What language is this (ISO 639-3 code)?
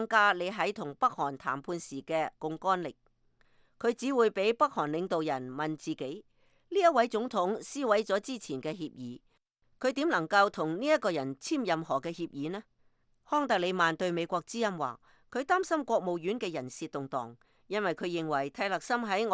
yue